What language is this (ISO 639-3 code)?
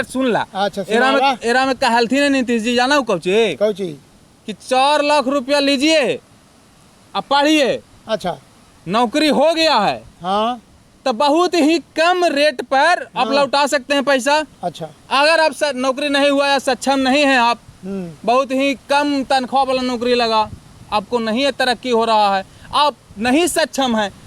mag